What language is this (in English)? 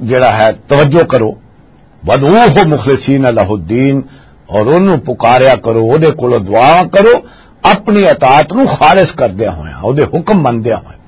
Western Panjabi